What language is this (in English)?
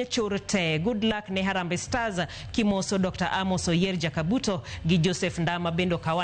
Luo (Kenya and Tanzania)